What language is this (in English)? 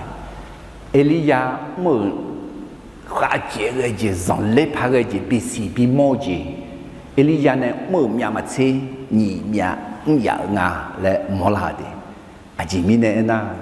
Akha